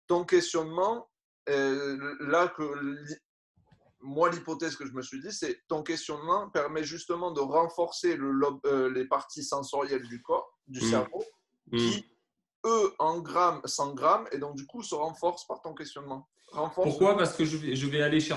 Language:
French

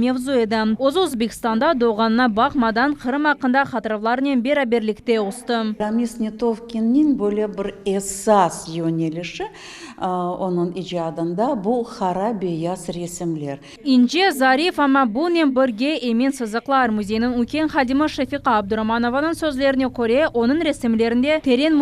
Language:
Crimean Tatar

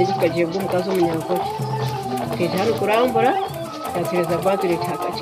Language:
Nyoro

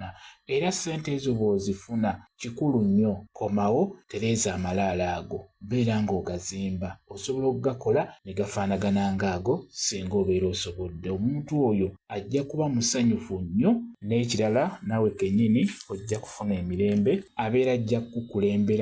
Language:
Ganda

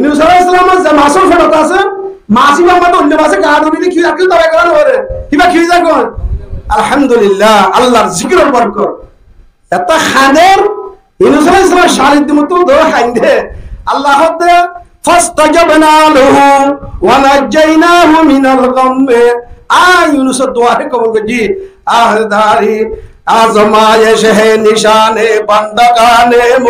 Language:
Rohingya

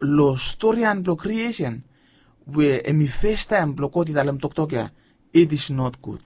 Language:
Bislama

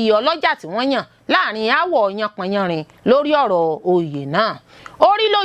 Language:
Yoruba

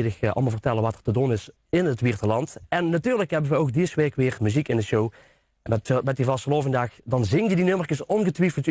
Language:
Limburgish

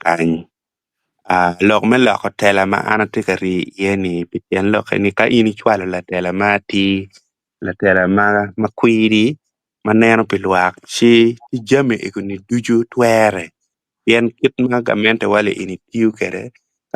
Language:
Acoli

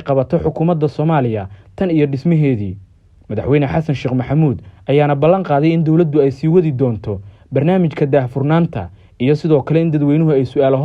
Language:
Somali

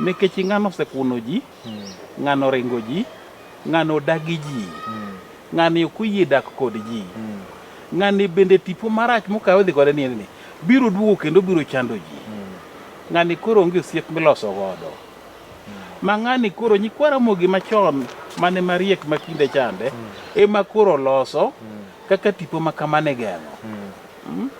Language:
Luo (Kenya and Tanzania)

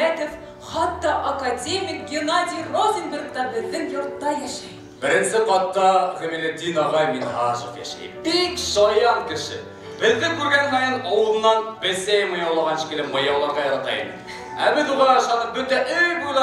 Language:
Bashkir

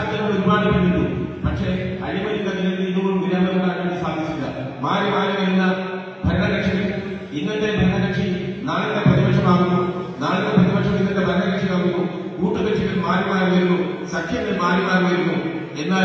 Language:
Kok Borok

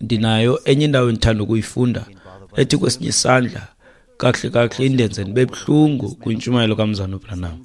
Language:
Xhosa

